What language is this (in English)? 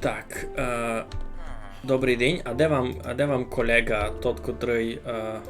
Rusyn